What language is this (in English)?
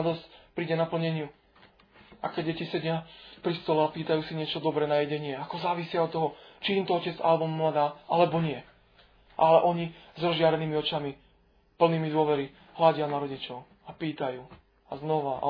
Slovak